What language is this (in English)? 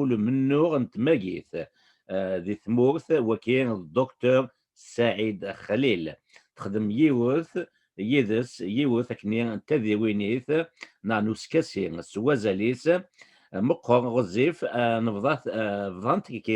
Kabyle